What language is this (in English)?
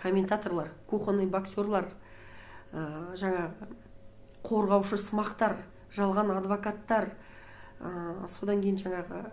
Kazakh